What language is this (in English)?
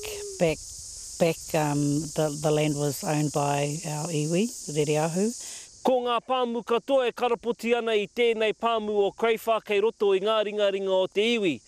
Māori